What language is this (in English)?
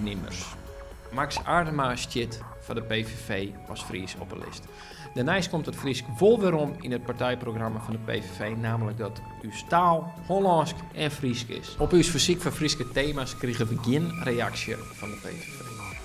Western Frisian